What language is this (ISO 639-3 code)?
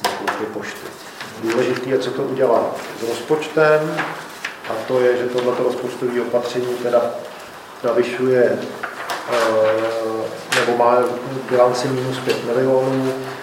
ces